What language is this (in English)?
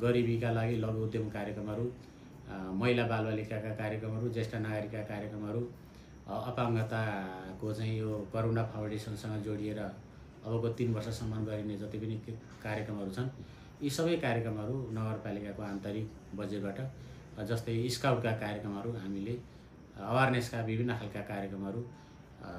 Nepali